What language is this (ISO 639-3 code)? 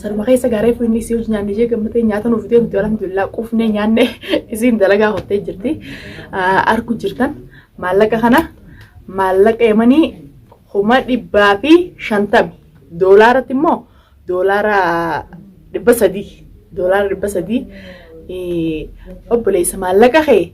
orm